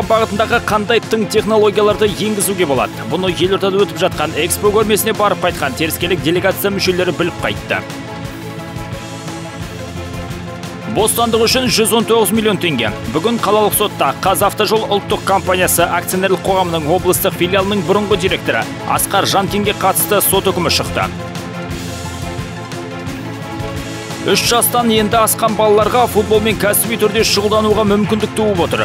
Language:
Kazakh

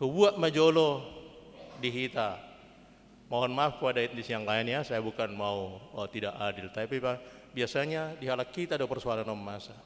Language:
Batak Toba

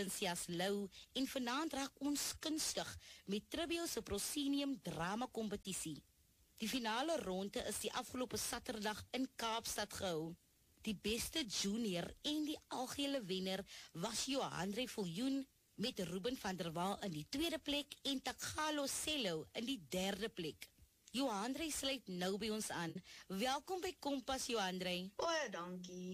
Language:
Afrikaans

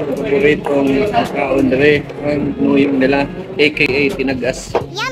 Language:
Cebuano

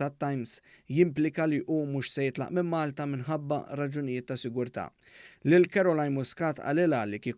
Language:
Maltese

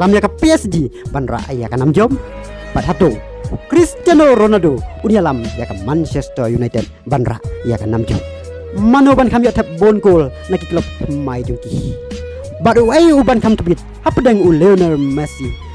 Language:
Khasi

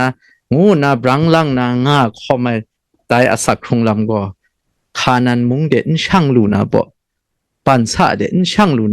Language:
Kachin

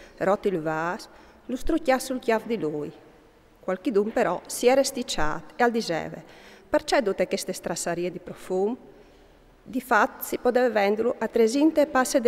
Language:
Friulian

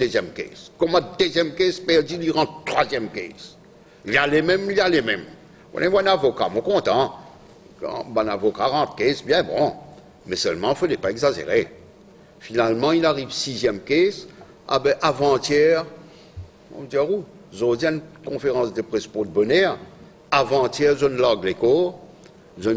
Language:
Morisyen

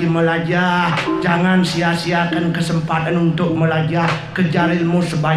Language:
Balinese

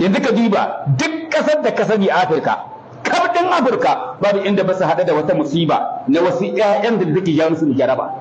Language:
Hausa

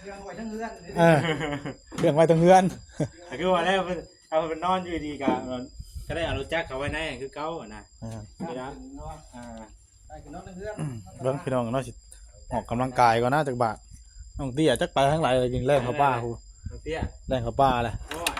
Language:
Northeastern Thai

